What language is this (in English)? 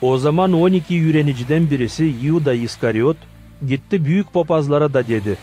Gagauz